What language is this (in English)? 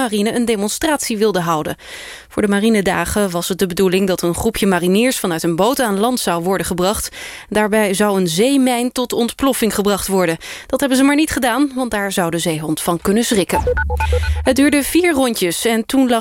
Dutch